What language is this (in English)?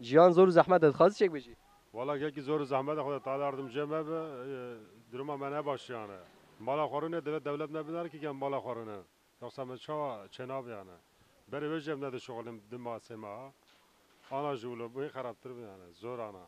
Kurdish